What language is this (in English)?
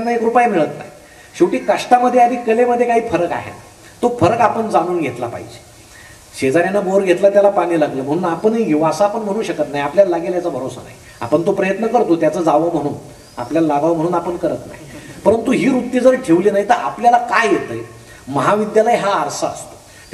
Marathi